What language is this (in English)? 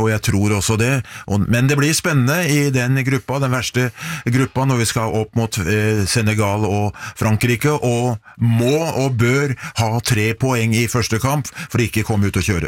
Norwegian